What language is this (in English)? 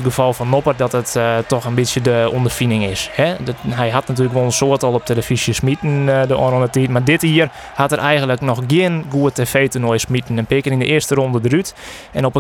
Western Frisian